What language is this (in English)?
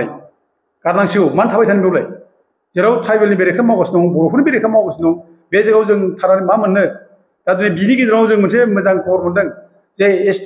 Bodo